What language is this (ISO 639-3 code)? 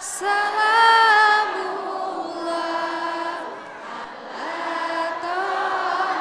mui